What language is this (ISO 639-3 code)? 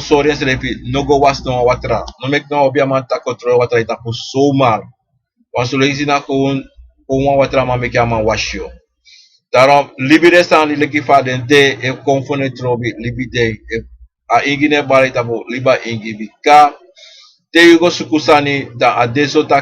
srn